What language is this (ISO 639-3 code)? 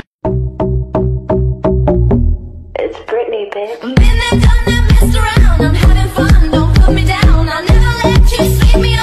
eng